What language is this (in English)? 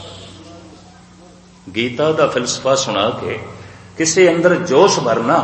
Punjabi